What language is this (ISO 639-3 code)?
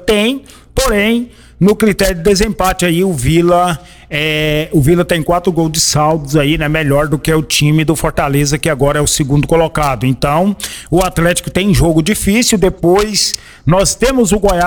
por